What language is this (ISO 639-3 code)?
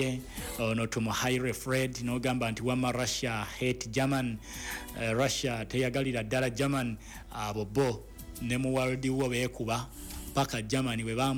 lug